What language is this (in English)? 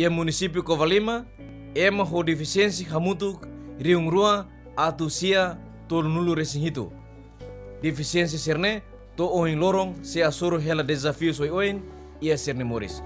Tetum